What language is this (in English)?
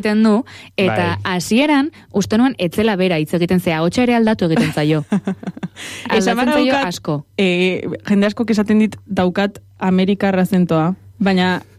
Basque